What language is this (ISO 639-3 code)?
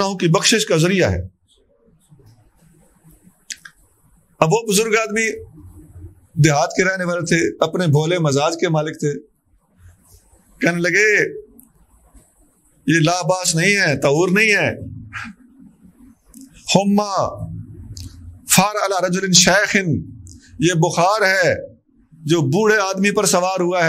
urd